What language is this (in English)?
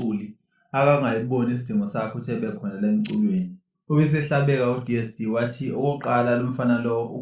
Zulu